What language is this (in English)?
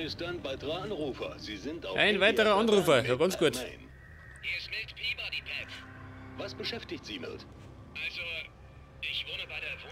Bavarian